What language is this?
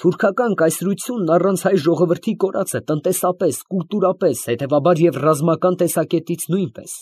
Armenian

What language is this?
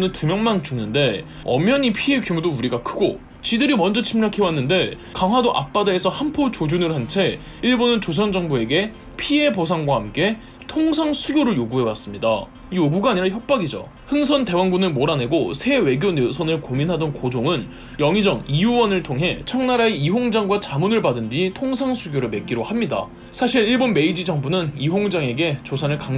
Korean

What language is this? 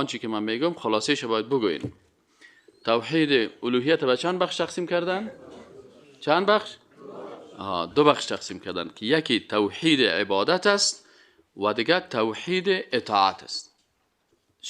Persian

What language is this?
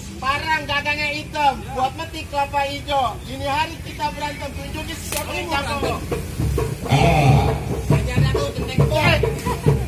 Betawi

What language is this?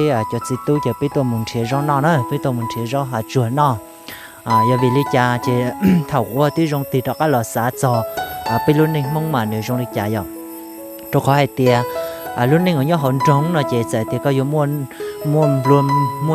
Hmong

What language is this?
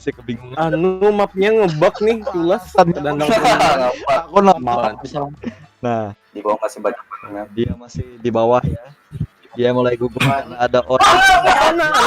Banjar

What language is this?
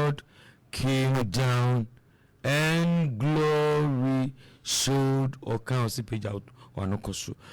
Akan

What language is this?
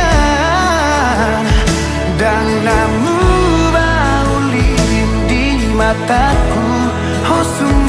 Batak Toba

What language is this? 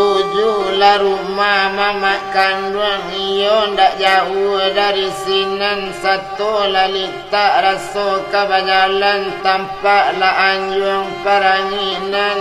Minangkabau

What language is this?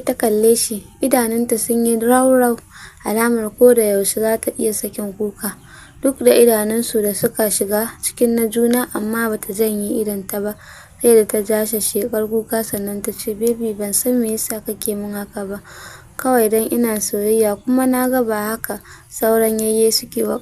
Hausa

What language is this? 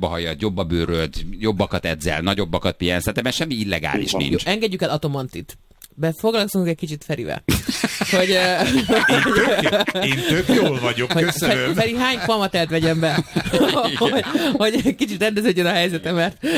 Hungarian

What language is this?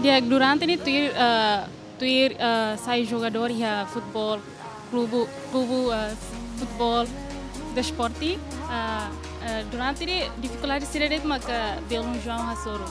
Tetum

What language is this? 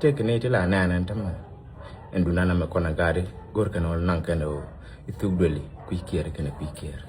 Nuer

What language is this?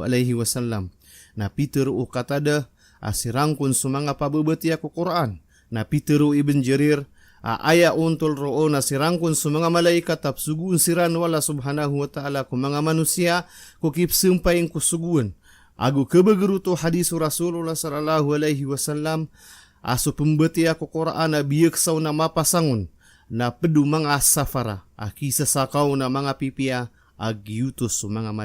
Maranao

